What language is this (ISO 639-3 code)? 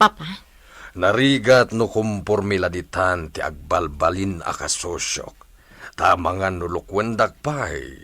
ilo